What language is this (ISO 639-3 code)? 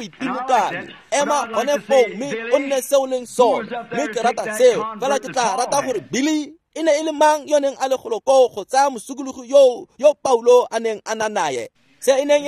tsn